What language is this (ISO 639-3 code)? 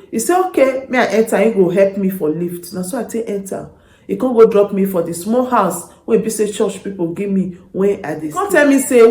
pcm